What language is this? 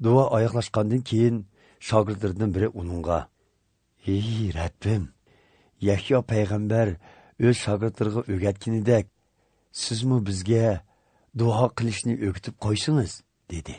Uyghur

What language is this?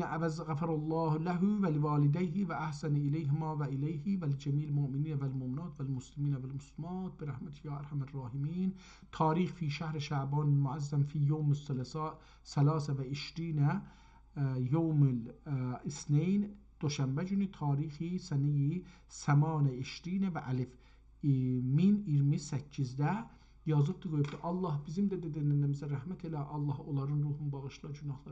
South Azerbaijani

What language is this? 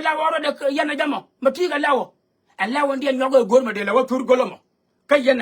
Nuer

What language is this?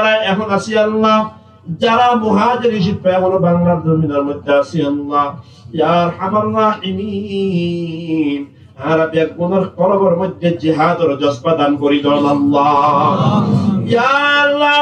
Rohingya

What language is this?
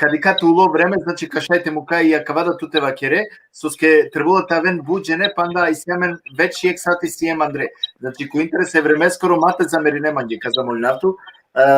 Balkan Romani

